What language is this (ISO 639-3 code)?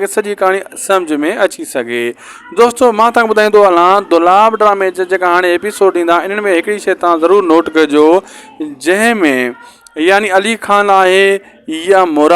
snd